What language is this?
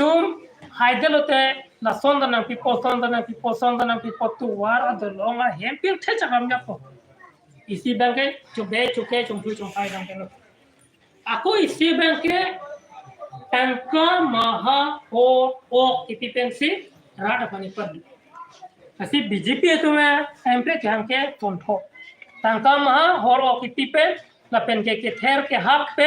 Karbi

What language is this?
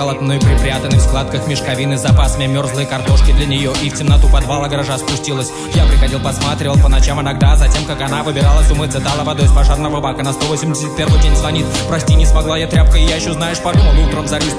Russian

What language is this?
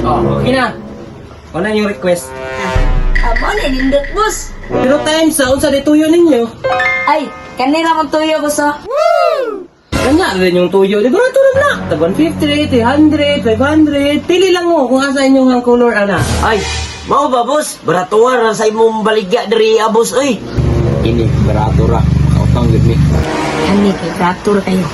Cebuano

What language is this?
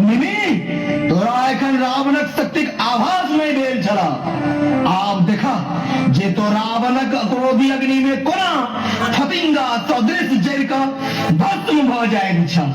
Maithili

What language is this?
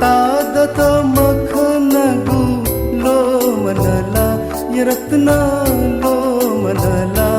Newari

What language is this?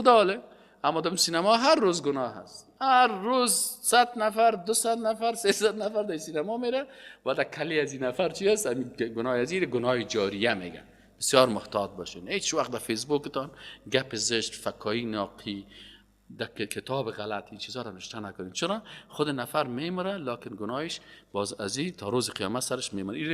Persian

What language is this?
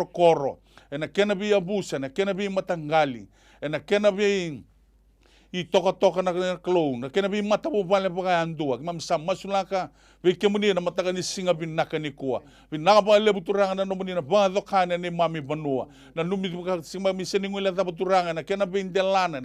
Fijian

